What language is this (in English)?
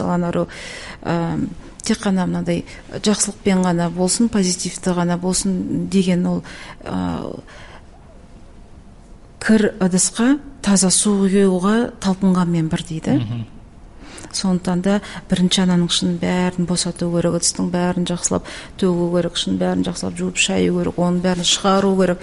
Kazakh